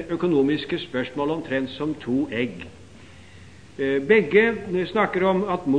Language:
Norwegian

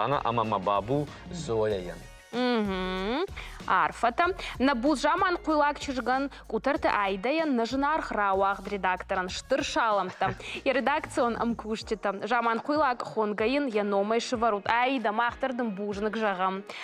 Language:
Ossetic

